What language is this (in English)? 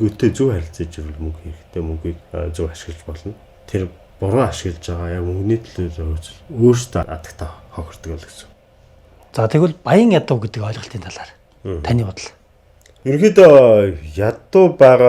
Mongolian